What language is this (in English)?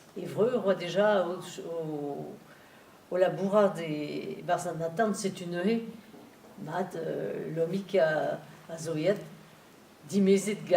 Breton